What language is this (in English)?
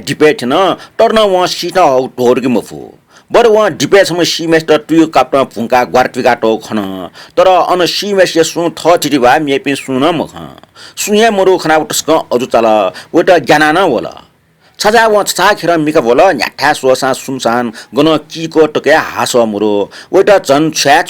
Newari